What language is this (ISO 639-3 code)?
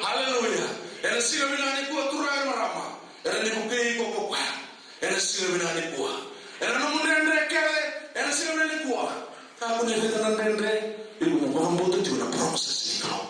fij